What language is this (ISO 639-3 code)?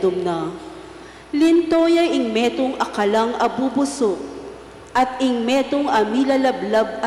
pam